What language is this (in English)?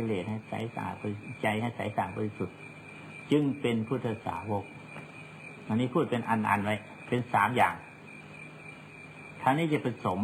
Thai